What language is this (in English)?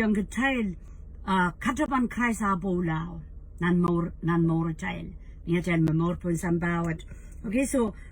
Pohnpeian